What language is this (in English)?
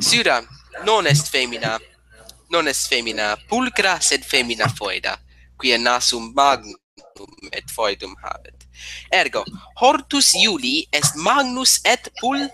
Latin